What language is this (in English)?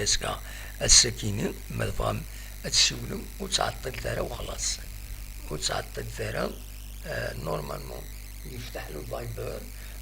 Kabyle